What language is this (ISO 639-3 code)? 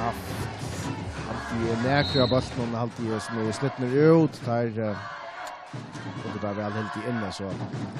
fao